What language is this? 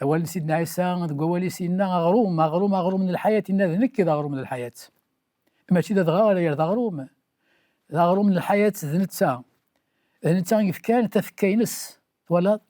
Kabyle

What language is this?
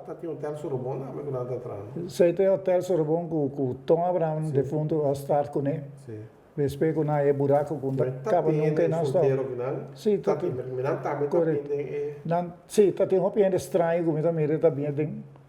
Papiamento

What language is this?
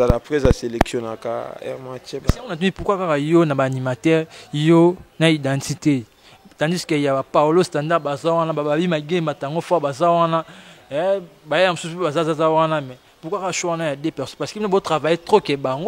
Lingala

